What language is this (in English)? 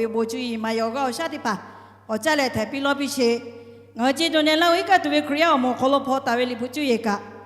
Lahu